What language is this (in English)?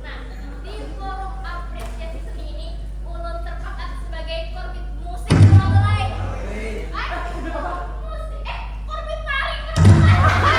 Banjar